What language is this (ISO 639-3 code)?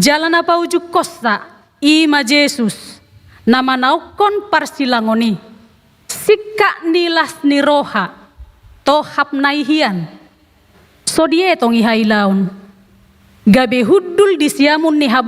bbc